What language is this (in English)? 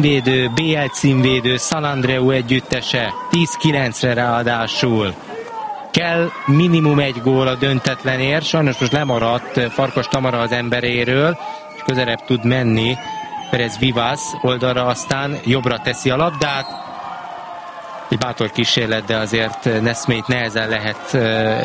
Hungarian